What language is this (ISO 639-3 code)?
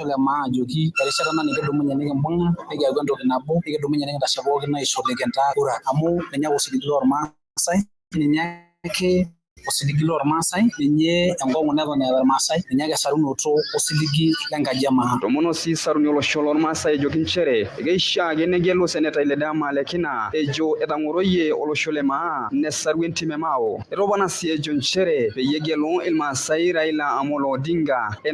mas